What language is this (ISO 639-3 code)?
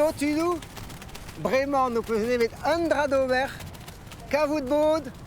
bre